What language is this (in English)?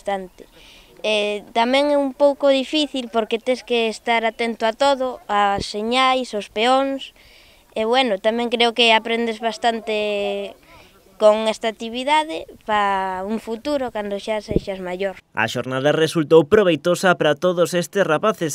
Galician